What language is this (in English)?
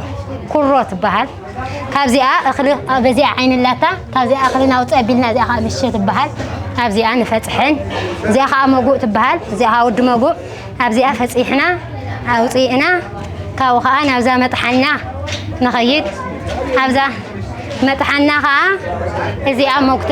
Tigrinya